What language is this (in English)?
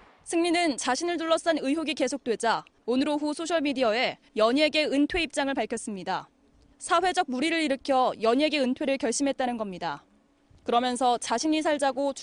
Korean